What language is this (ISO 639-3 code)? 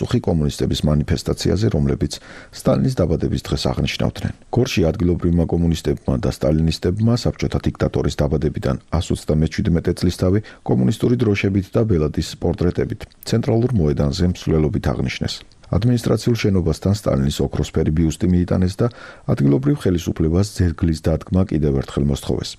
kat